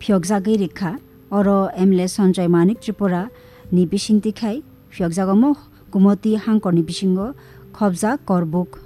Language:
Kok Borok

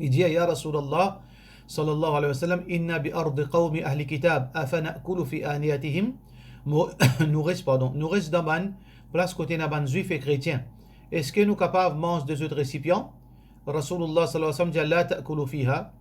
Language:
Morisyen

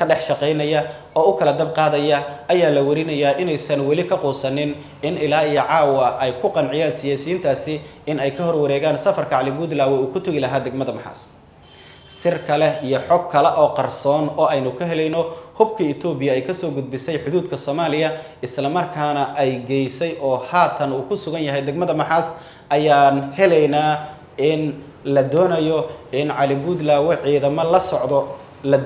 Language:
Somali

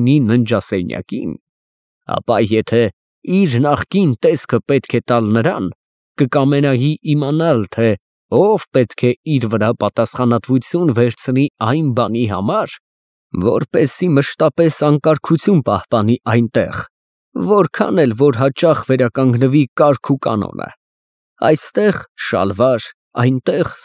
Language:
Armenian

